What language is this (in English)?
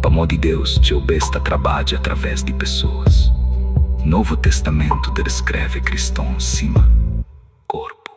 Kabuverdianu